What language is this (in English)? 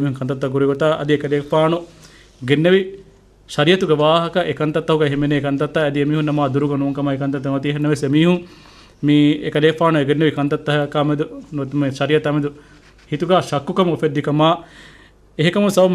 Divehi